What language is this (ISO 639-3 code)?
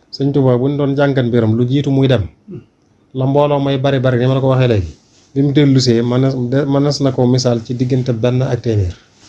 wol